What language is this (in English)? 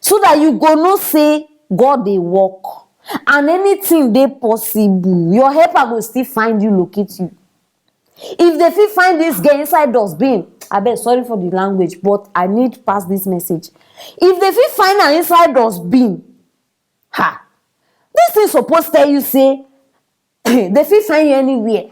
Nigerian Pidgin